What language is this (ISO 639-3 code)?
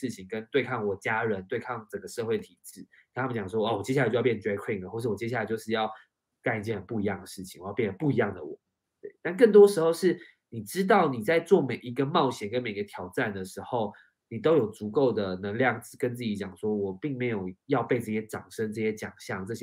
zho